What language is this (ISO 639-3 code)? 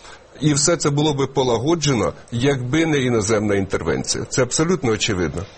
ukr